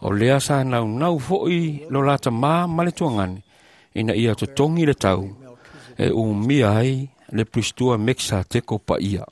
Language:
Samoan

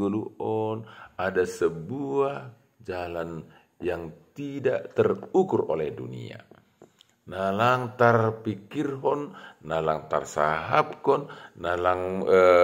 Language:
Batak Simalungun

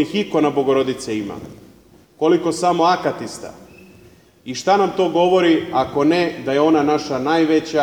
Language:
Serbian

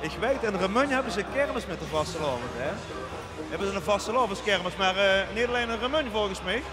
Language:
Limburgish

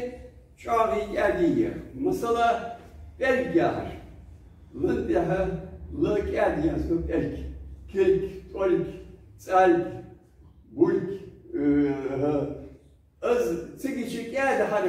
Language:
Ingush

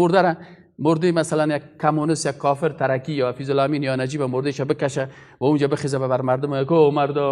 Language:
Persian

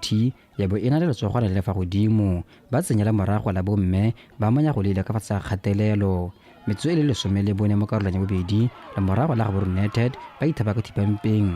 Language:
Tswana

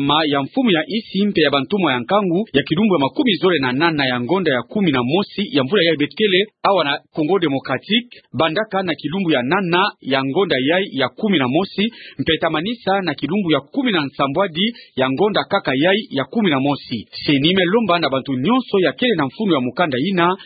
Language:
Kituba (Democratic Republic of Congo)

